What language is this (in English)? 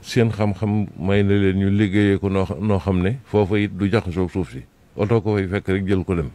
Wolof